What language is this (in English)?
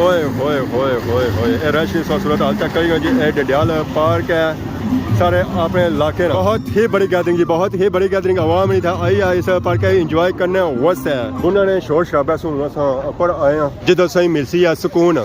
Pahari-Potwari